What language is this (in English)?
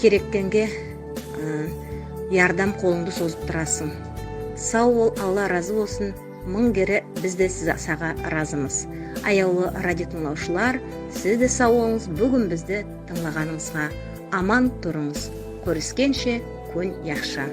Nogai